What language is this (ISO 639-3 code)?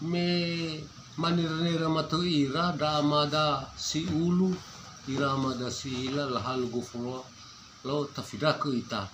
nia